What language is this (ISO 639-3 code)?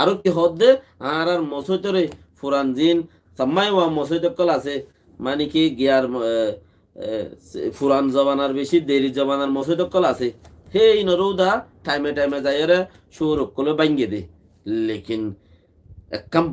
rhg